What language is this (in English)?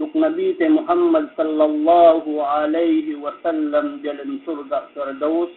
Yakan